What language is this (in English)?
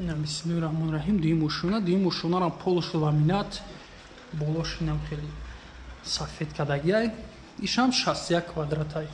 Tajik